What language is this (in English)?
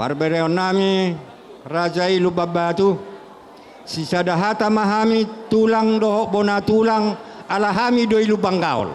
Batak Toba